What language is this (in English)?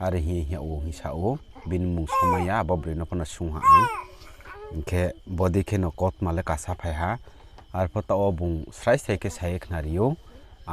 Riang (India)